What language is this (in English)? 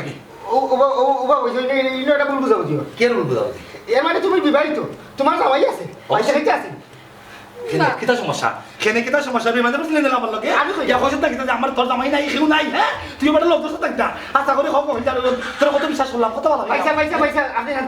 Sylheti